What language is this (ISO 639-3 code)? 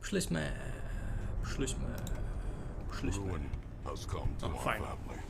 rue